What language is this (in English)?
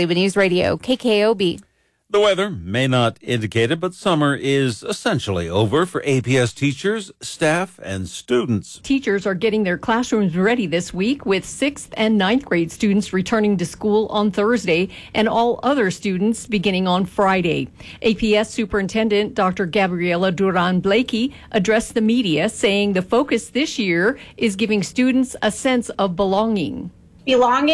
English